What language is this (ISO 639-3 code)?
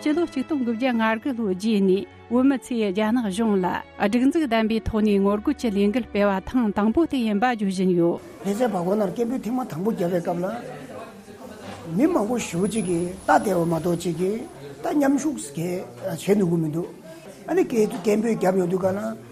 bod